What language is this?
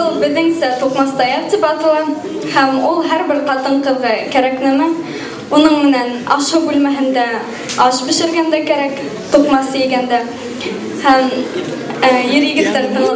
Bashkir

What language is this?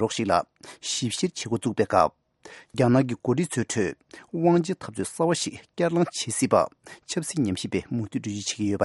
Tibetan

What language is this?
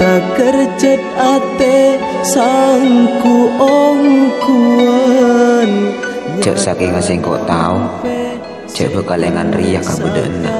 Madurese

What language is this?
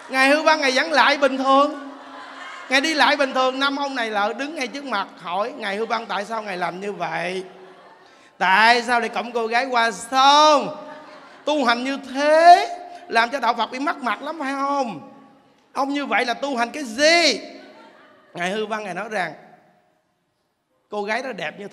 Vietnamese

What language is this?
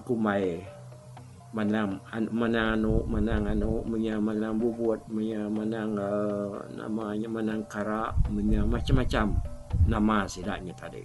Iban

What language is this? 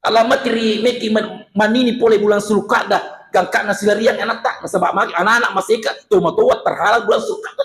Buginese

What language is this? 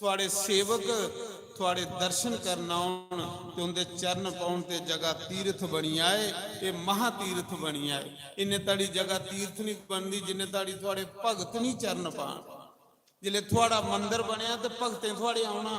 Dogri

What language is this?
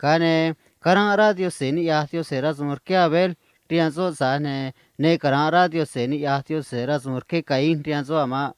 Copala Triqui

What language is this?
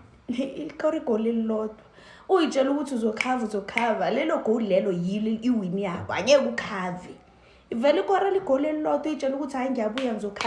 Zulu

